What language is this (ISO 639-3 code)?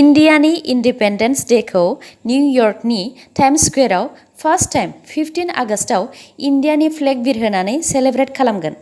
brx